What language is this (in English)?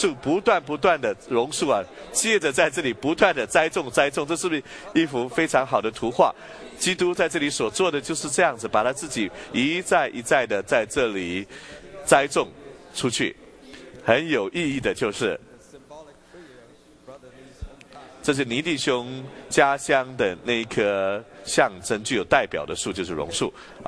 Chinese